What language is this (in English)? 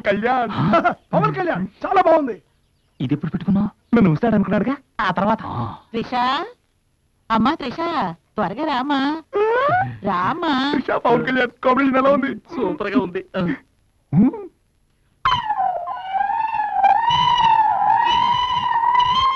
Telugu